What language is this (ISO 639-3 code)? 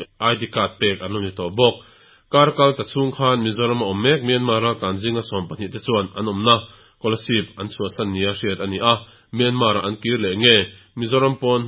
lus